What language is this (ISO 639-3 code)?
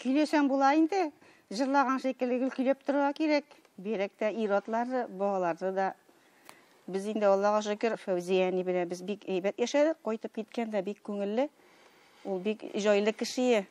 tat